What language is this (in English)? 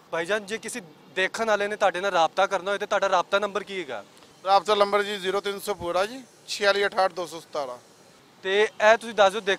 Western Panjabi